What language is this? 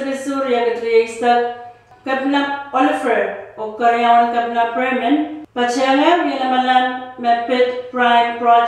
Pohnpeian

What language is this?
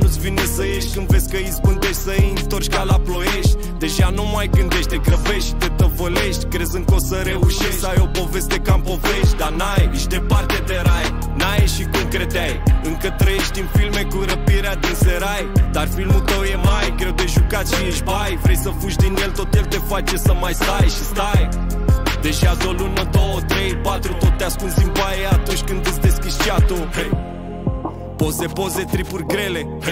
Romanian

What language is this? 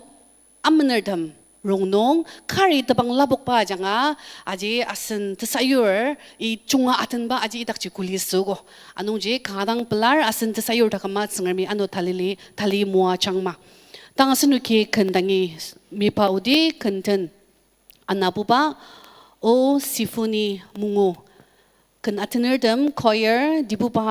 Ao Naga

